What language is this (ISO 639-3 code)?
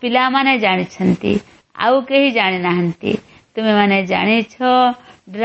ori